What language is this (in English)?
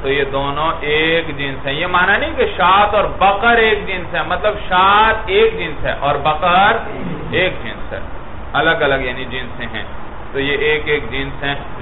Urdu